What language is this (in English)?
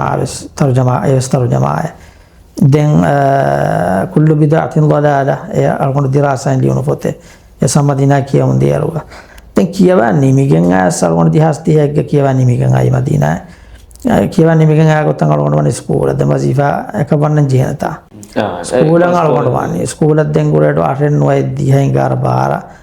Divehi